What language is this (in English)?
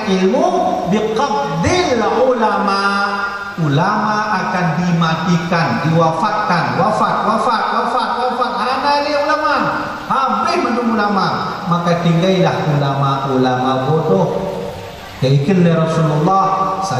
Achinese